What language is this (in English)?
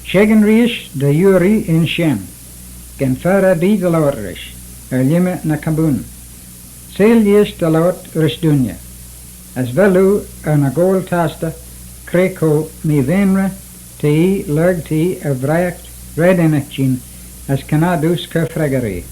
Manx